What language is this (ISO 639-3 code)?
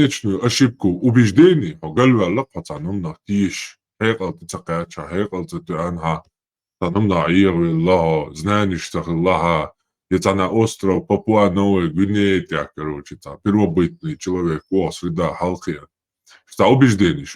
che